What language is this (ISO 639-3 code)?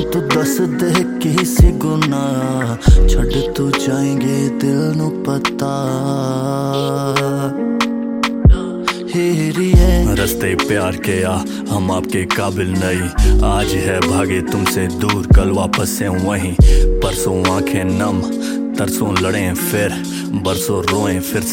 hin